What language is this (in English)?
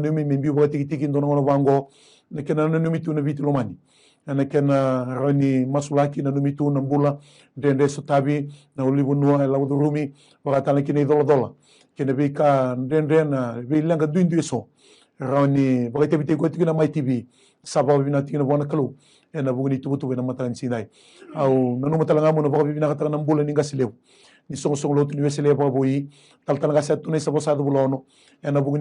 Fijian